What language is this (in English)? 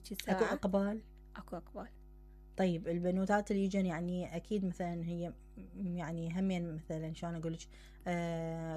Mesopotamian Arabic